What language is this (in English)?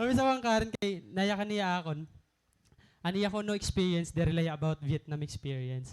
Waray